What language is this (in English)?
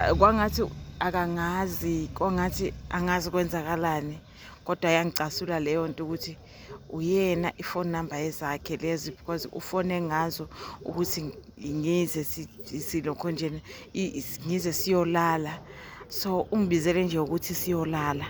Zulu